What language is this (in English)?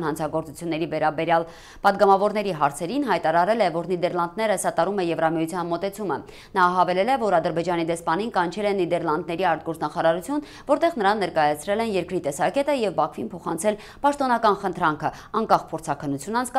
Armenian